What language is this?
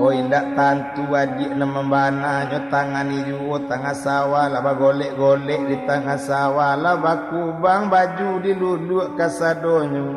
Minangkabau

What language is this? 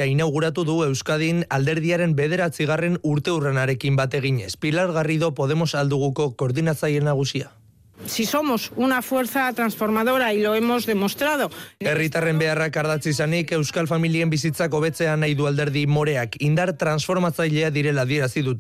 Basque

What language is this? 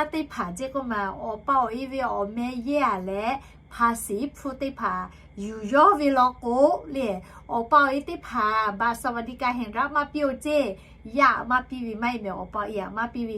Lahu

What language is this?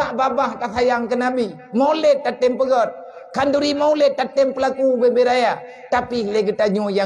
Achinese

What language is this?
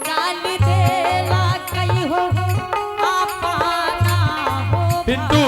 Angika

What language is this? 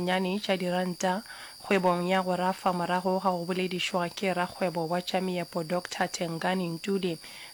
Northern Sotho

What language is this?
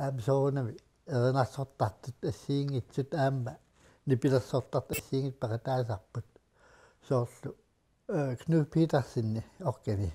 Kalaallisut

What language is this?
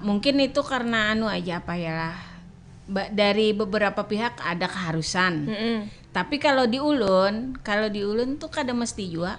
Banjar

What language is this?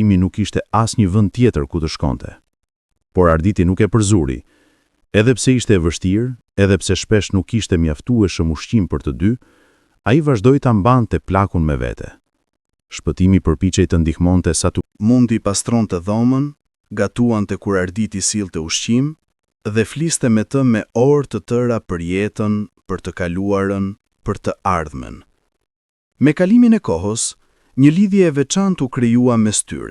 Albanian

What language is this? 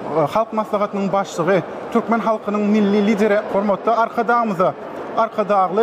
Turkmen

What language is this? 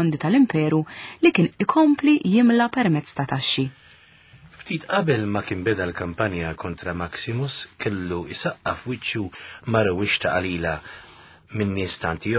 Maltese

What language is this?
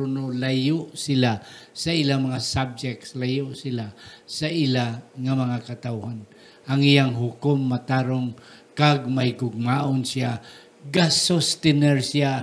Hiligaynon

